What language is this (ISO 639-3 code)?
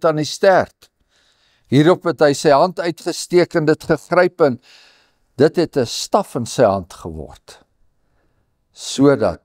afr